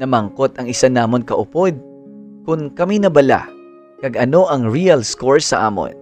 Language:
Hiligaynon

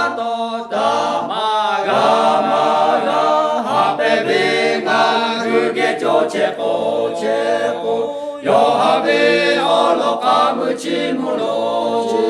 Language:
Lahu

